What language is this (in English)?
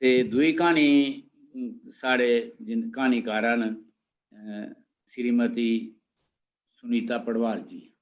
Dogri